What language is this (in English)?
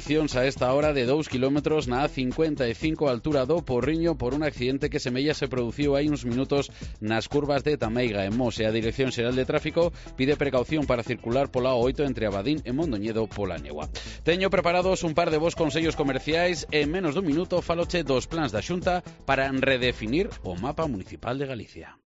Galician